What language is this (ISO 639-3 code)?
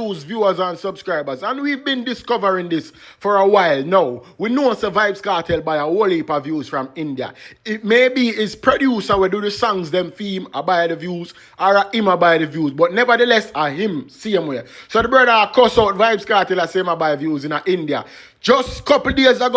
jam